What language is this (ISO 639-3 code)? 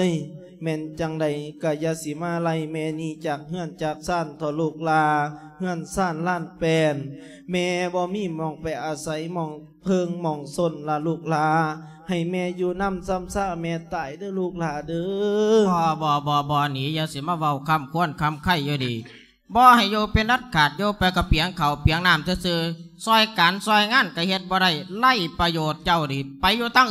lao